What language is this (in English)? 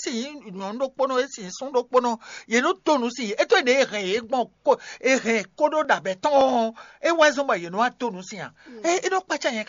Fon